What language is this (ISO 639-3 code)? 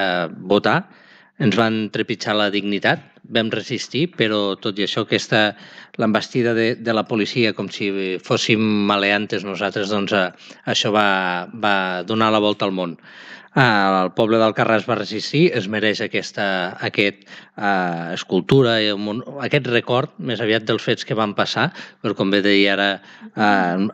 cat